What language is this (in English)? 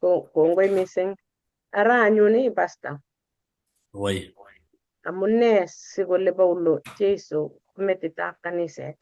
Kalenjin